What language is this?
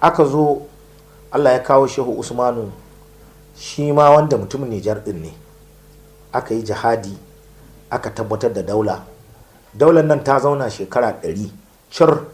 Hausa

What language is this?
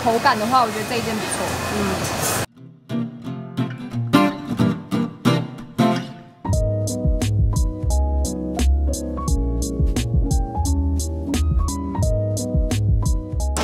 Chinese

